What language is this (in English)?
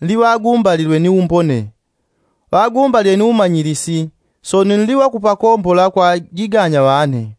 Yao